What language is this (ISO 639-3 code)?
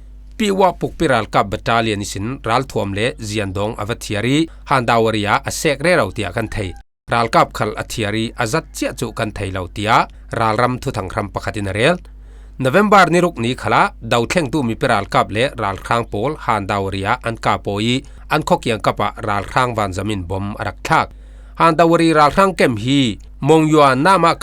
cfm